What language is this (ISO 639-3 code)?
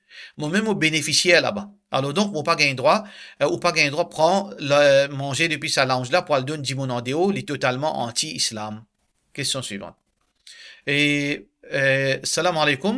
mfe